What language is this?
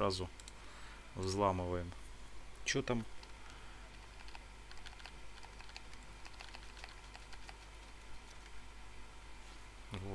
Russian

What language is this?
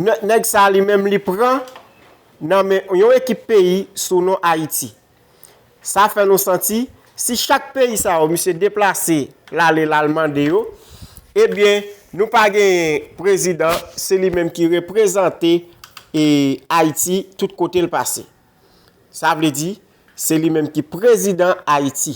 Haitian Creole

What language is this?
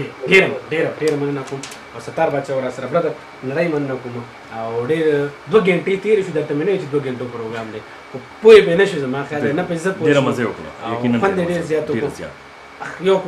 Pashto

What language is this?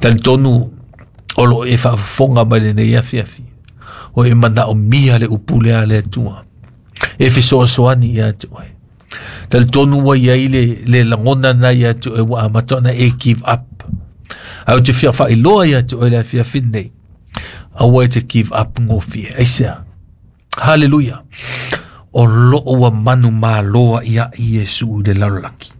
Samoan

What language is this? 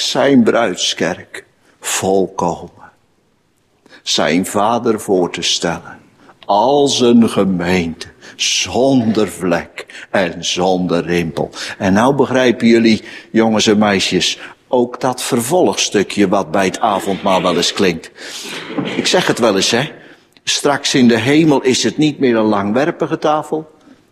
Dutch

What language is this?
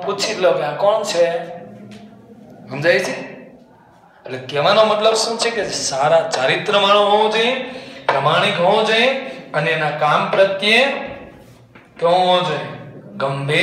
Gujarati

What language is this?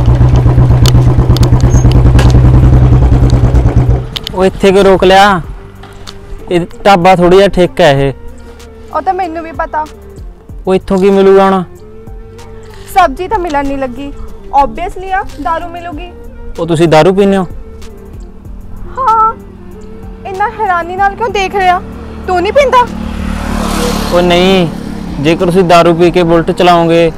Punjabi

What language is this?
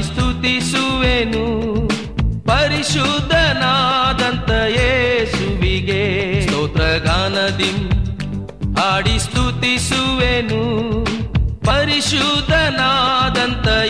Kannada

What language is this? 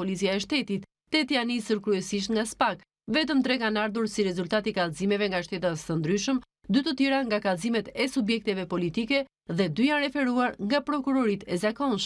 Albanian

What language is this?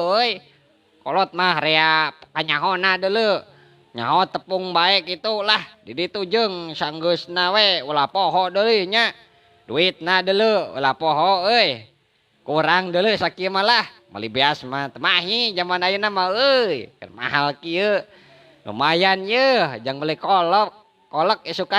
Sundanese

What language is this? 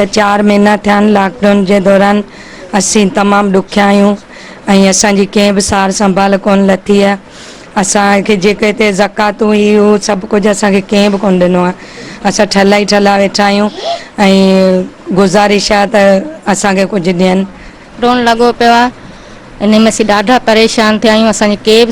Sindhi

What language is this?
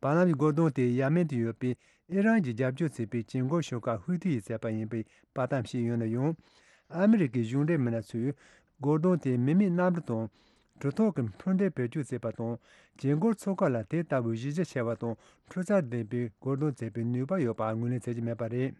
Tibetan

